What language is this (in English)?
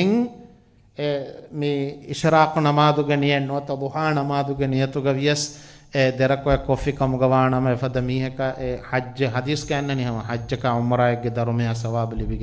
Divehi